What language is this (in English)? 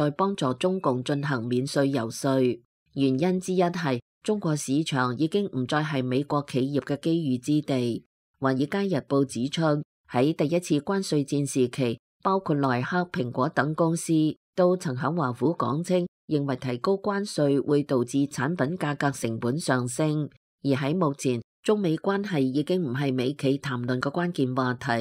Cantonese